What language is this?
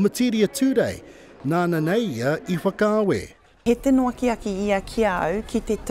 Māori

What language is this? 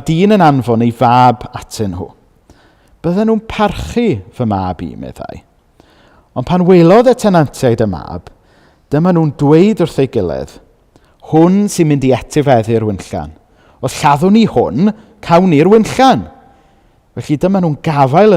Welsh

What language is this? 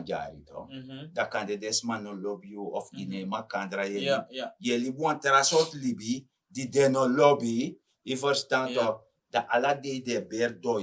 Sranan Tongo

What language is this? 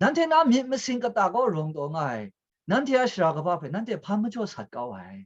Kachin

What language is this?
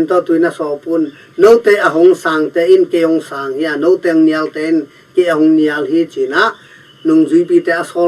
Tedim Chin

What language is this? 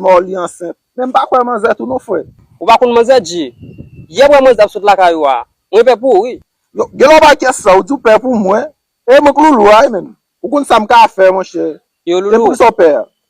Haitian Creole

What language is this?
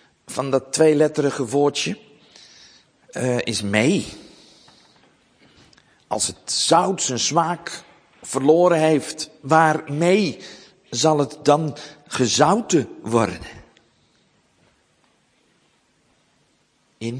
Dutch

